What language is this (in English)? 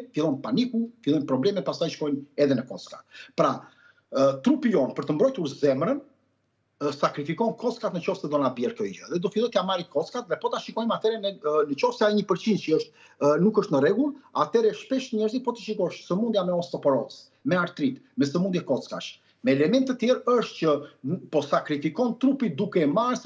Albanian